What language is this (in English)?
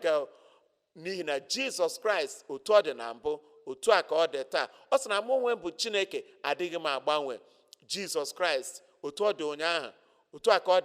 Igbo